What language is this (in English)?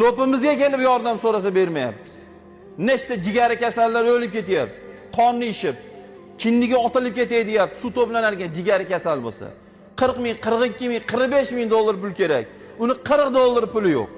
Uzbek